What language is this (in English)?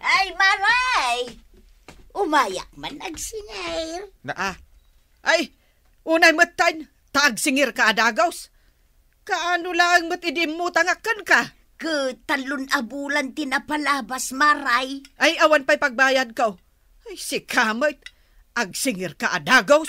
Iloko